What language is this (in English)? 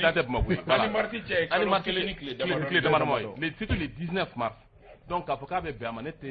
Bambara